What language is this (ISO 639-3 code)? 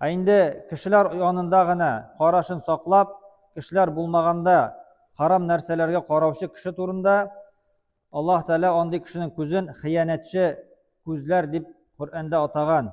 tat